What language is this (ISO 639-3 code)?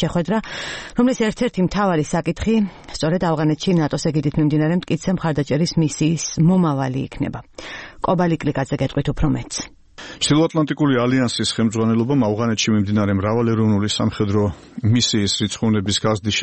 kat